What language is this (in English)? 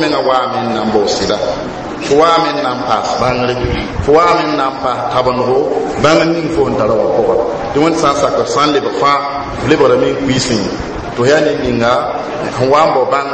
Mossi